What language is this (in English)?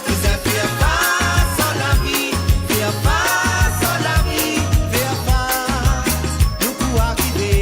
Morisyen